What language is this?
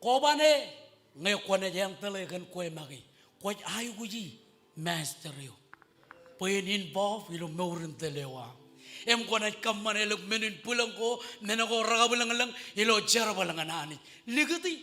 Marshallese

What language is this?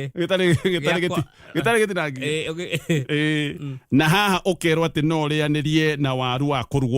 Kikuyu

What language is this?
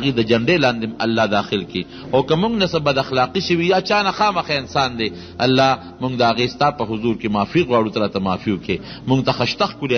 Pashto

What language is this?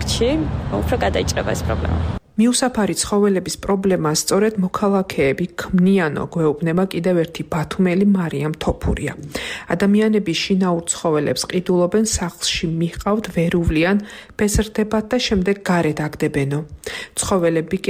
Georgian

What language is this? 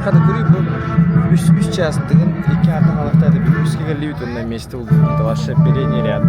Yakut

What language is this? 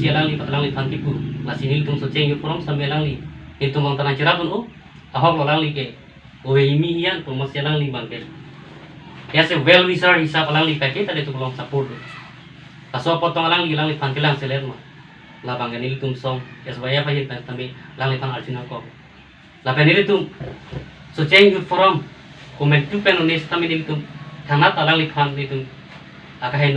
Karbi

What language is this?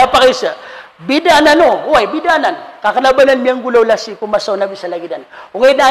Maranao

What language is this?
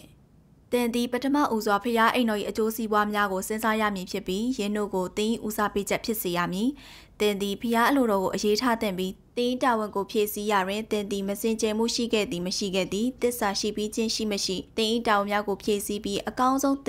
Burmese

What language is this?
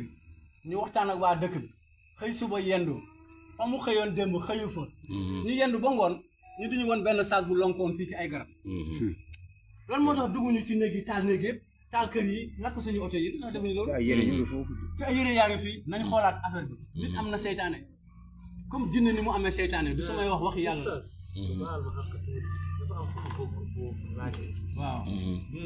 Wolof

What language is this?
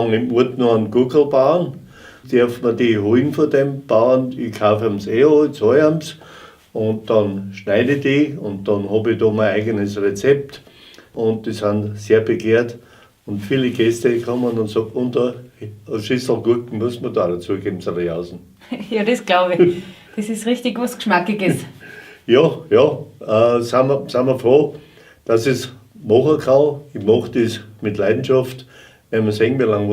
Bavarian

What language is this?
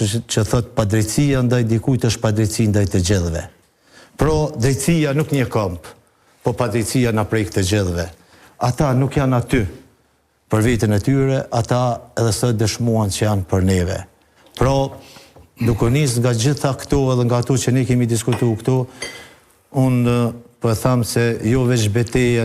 Albanian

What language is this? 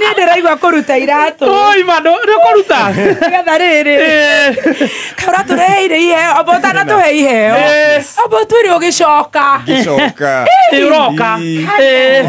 Kikuyu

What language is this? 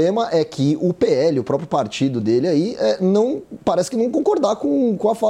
Portuguese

